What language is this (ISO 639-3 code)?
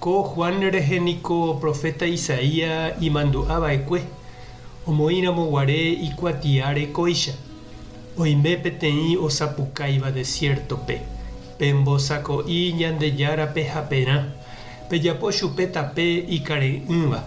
grn